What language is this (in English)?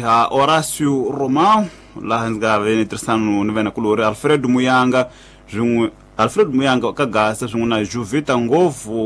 Tsonga